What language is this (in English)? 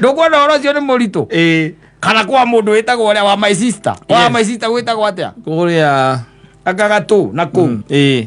Kikuyu